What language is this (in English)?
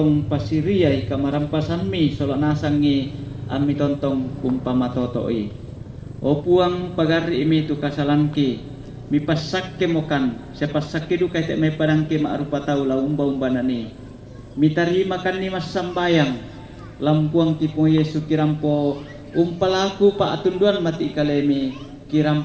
Toraja-Sa'dan